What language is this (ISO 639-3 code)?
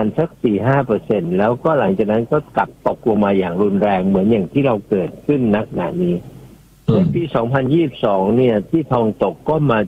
tha